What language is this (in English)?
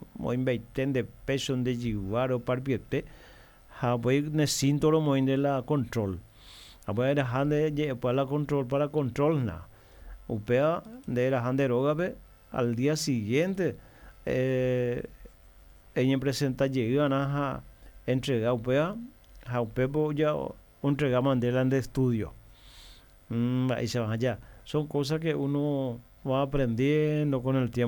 Guarani